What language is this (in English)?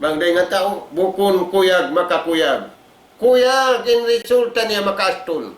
Tausug